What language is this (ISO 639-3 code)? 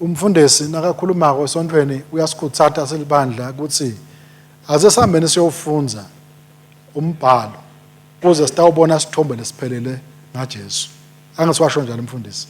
ssw